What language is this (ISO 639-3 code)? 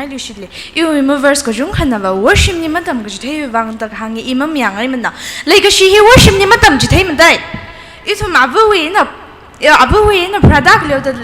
nmf